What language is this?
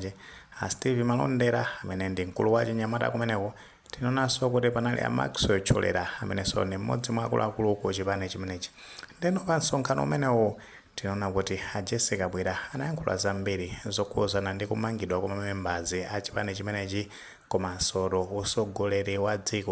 Nyanja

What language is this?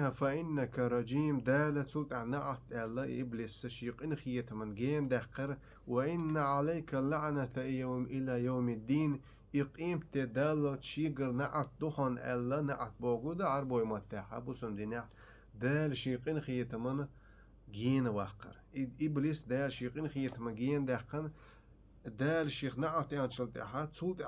Chechen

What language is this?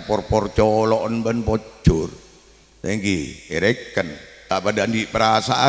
Madurese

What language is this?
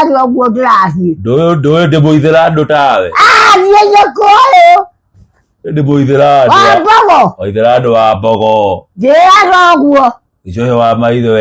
Kikuyu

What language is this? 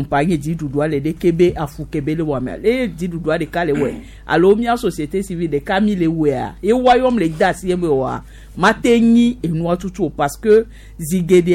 Gen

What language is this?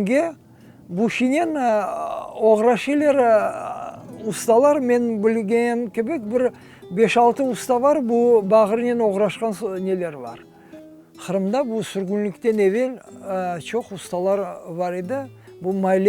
Crimean Tatar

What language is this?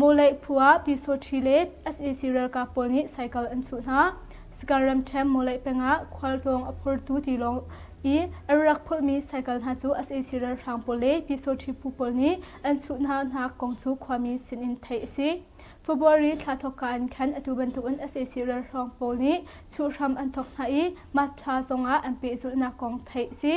Hakha Chin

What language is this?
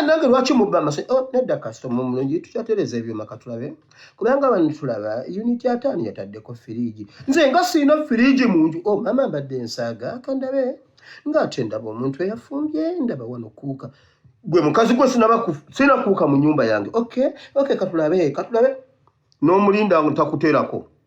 Ganda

